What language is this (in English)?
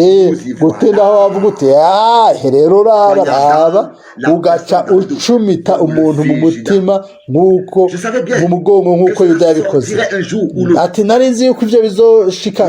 Rundi